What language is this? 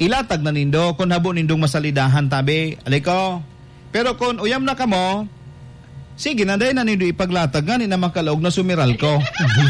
Bikol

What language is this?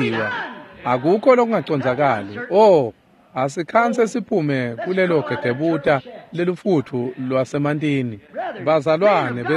Swati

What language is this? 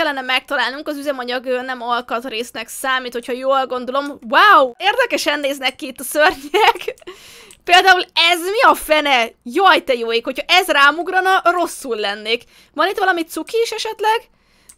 Hungarian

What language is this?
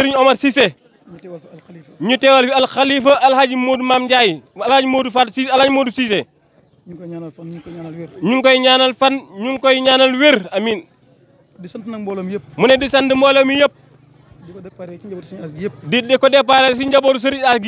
Wolof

